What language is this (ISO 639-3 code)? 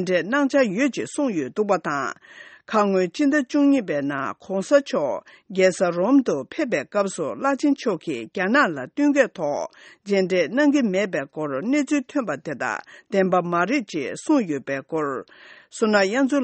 bod